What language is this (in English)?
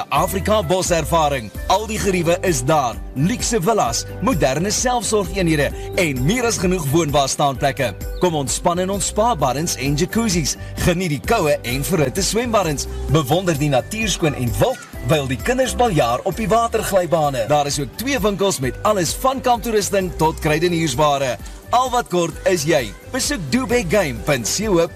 Afrikaans